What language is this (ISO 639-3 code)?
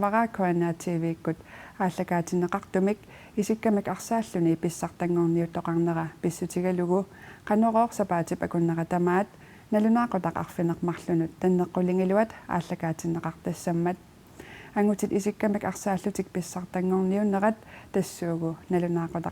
kal